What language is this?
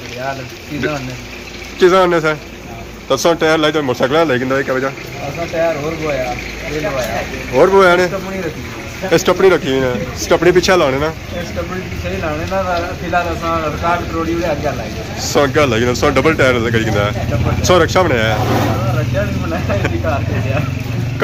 Pahari-Potwari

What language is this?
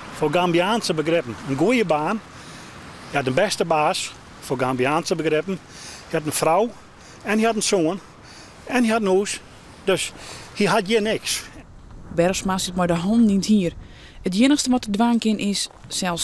Western Frisian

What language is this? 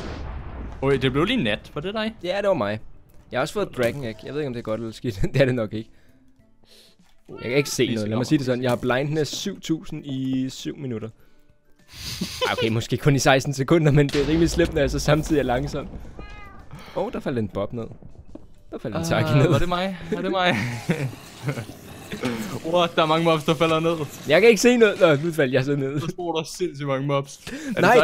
Danish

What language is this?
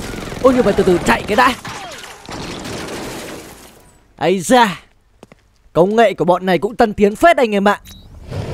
Vietnamese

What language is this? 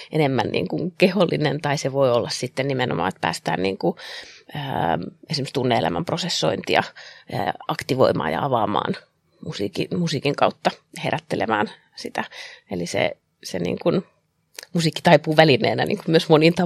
Finnish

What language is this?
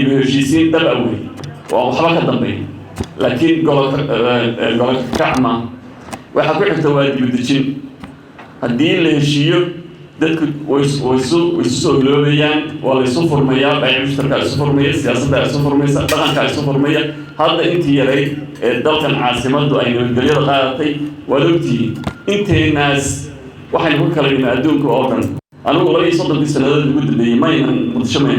Somali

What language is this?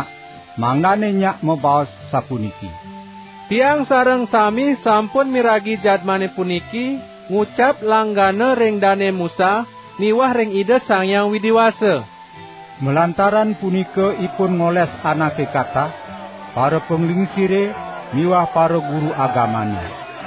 Balinese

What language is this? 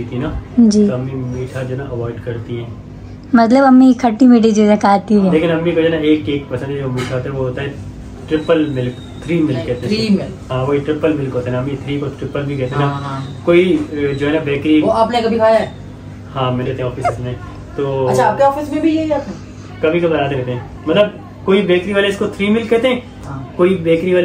Hindi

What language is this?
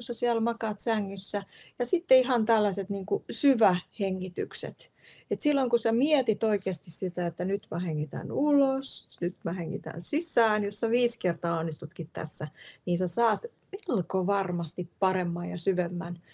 Finnish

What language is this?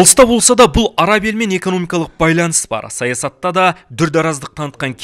Kazakh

